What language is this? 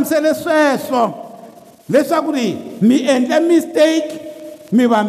Tsonga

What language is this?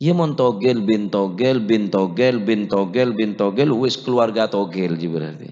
Madurese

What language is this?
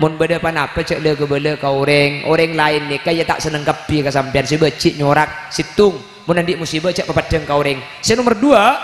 Madurese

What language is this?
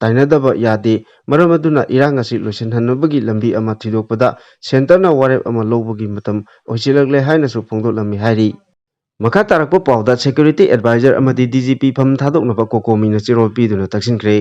Manipuri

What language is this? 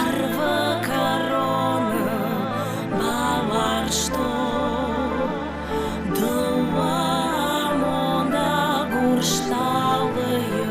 Ossetic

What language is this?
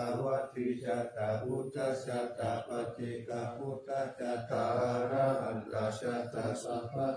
Pali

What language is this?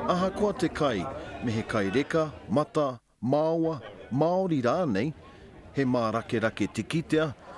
Māori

